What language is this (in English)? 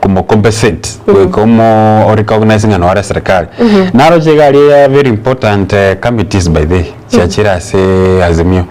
Gusii